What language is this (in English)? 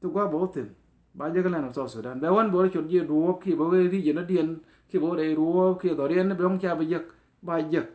Nuer